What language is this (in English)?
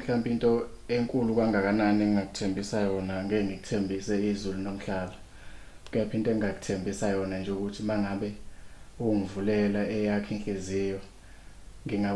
Zulu